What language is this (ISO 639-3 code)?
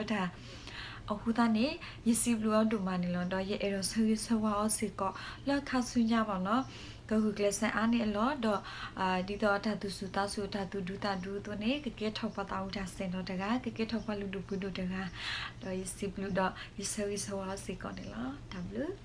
ksw